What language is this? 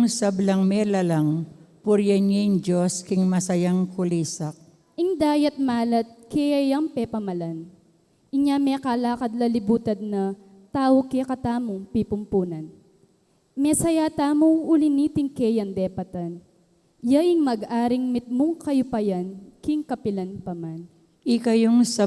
Pampanga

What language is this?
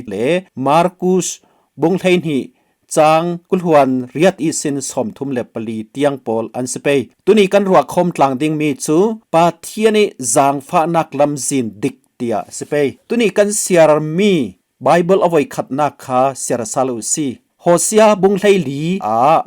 Falam Chin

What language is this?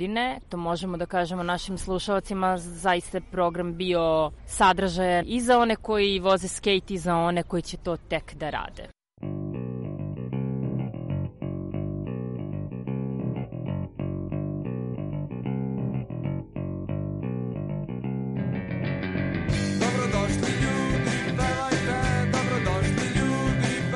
Serbian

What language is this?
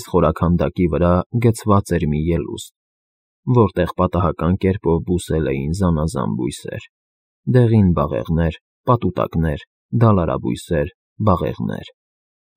Armenian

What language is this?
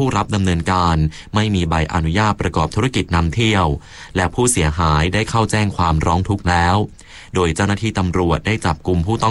Thai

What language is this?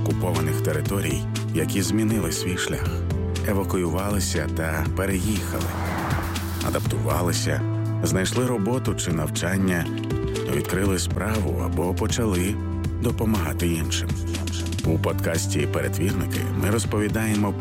Ukrainian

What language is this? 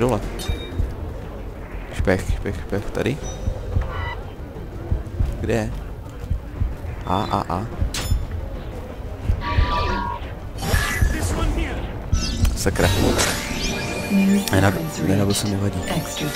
Czech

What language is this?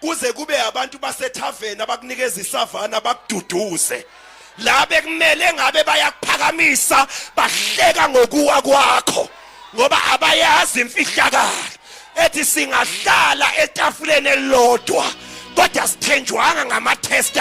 Zulu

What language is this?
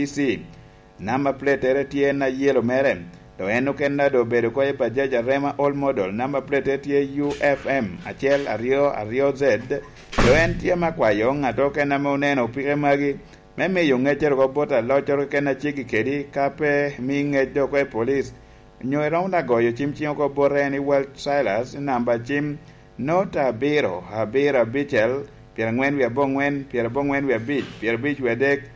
Lango (Uganda)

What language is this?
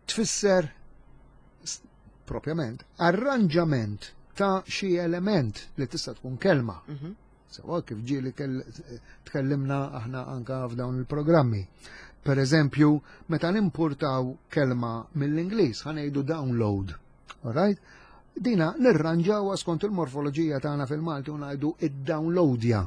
Maltese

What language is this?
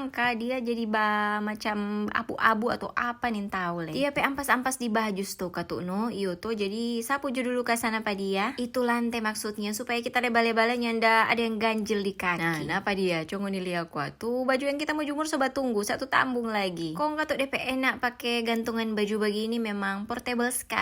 Manado Malay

